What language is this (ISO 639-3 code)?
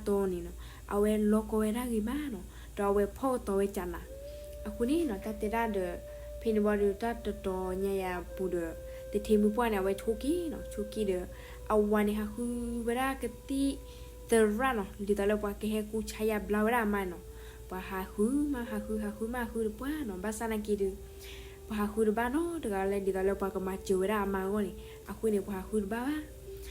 ksw